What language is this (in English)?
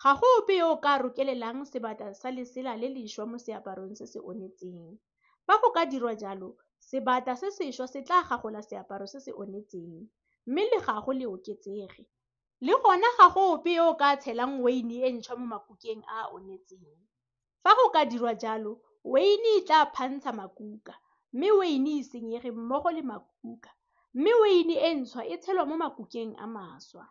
Tswana